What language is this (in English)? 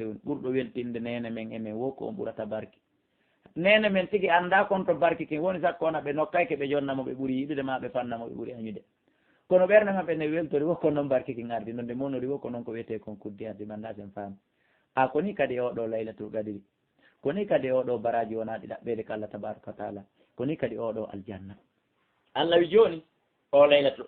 Fula